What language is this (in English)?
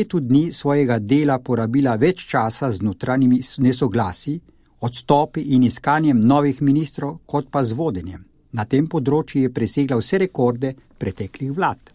Slovenian